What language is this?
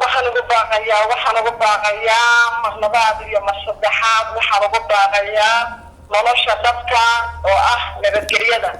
Somali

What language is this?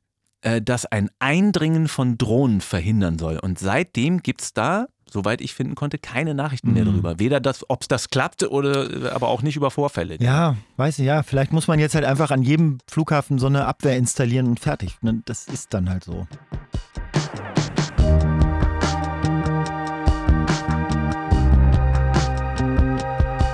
German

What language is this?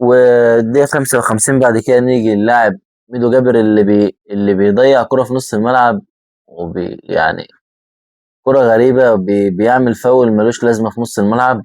Egyptian Arabic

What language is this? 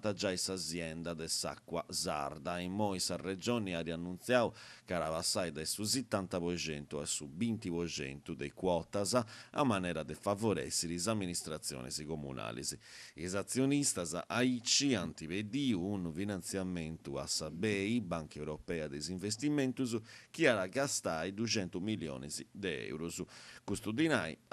Sardinian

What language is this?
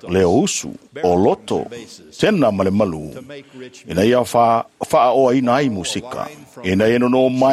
Samoan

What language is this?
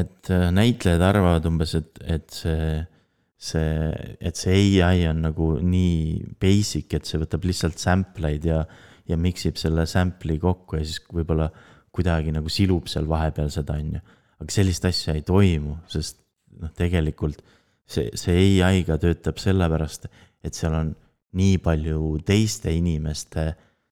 Estonian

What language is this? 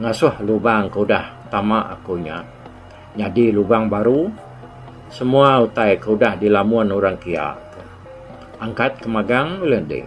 Iban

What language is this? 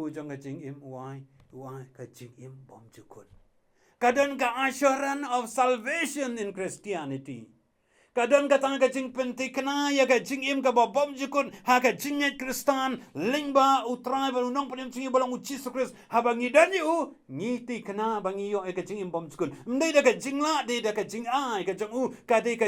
Khasi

